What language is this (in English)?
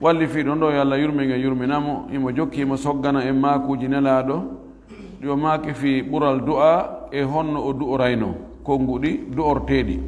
Fula